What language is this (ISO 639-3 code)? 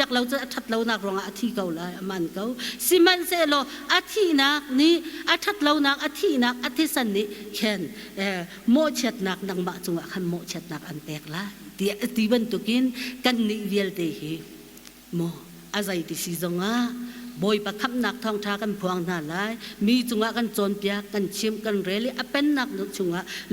cnh